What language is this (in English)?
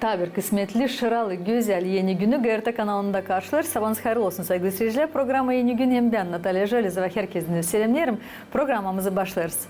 Gagauz